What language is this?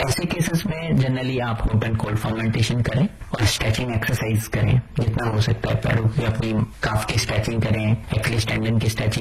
Hindi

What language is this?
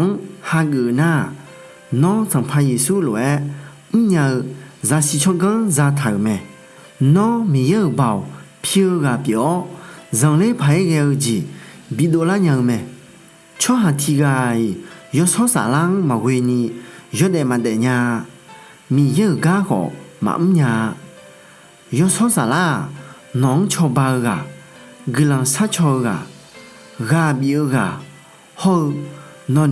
Akha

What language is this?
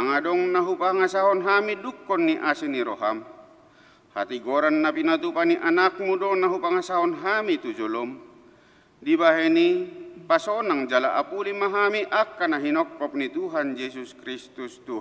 Batak Toba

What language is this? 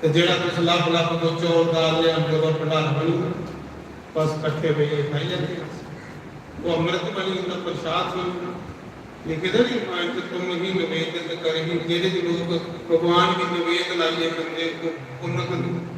Dogri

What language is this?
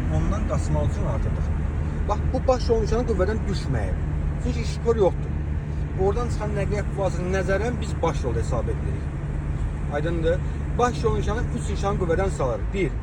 Azerbaijani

